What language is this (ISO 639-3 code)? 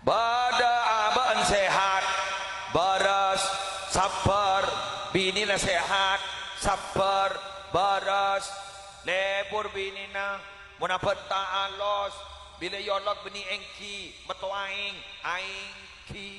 mad